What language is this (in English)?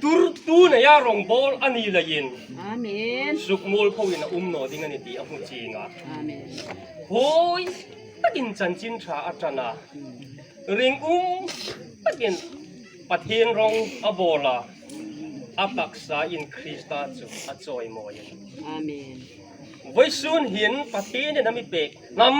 Hmar